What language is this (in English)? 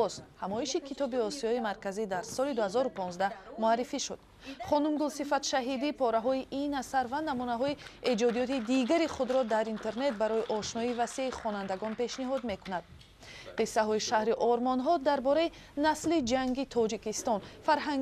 Tajik